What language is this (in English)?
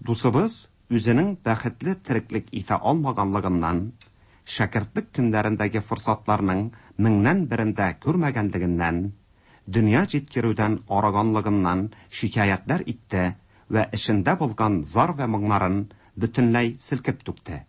Tatar